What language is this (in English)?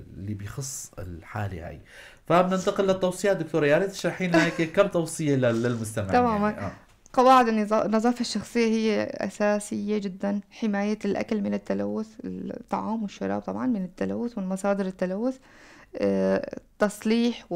North Levantine Arabic